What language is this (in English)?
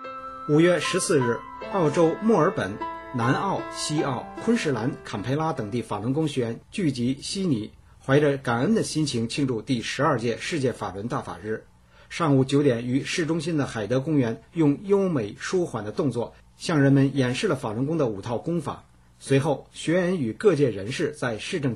Chinese